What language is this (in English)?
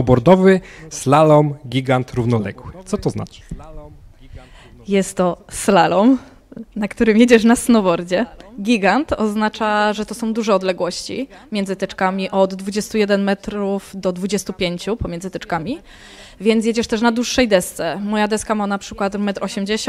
Polish